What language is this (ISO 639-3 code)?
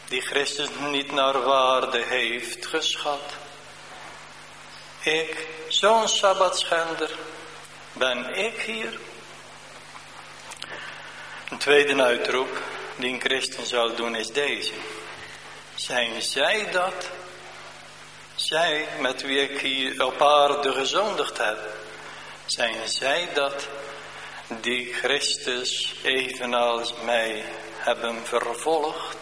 nld